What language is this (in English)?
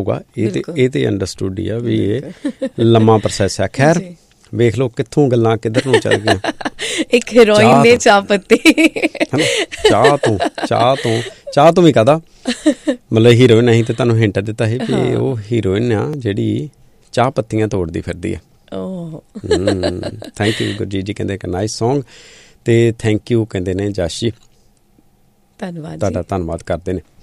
Punjabi